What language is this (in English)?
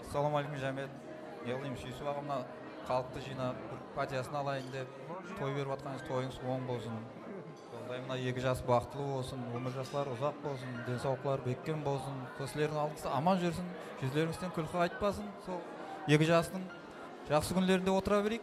Kara-Kalpak